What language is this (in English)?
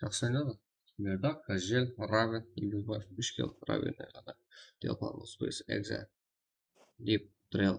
Kara-Kalpak